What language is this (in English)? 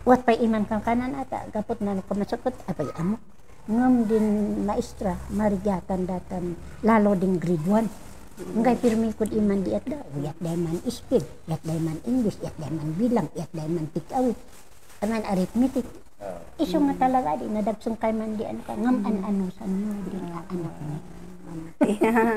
Kankanaey